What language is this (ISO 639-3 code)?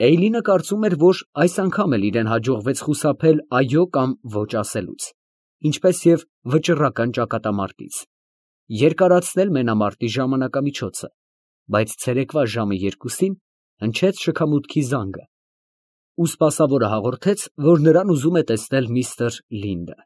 hye